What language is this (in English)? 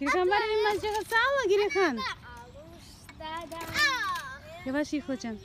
Crimean Tatar